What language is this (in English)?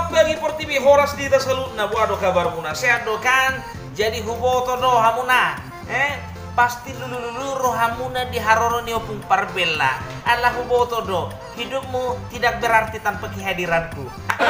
Batak Toba